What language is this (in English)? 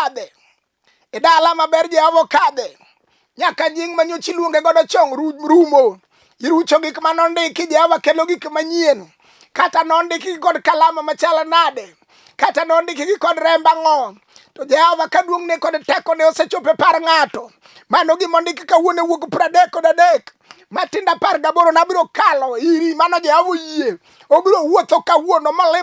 Luo (Kenya and Tanzania)